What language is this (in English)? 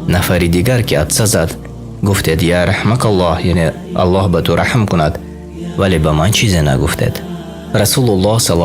Tajik